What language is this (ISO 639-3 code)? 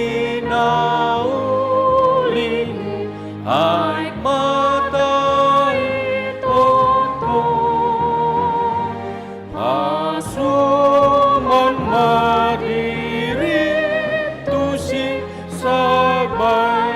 bbc